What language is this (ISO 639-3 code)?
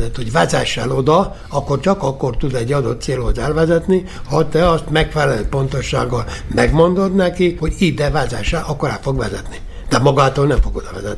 hun